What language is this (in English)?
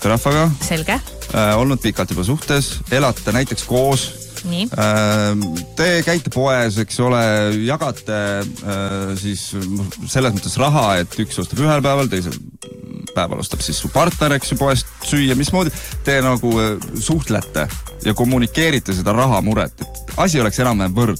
Estonian